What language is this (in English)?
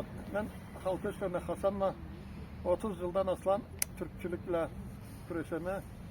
Karachay-Balkar